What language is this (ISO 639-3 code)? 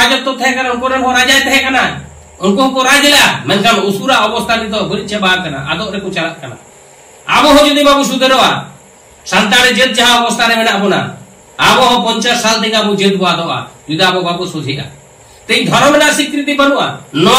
sat